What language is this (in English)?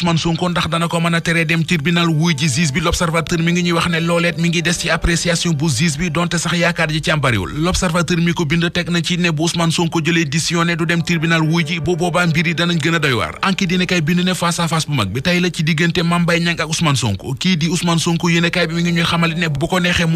Wolof